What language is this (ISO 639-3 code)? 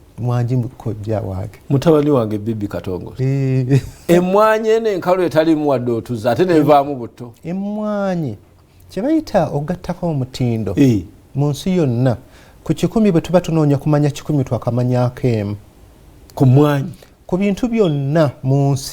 lug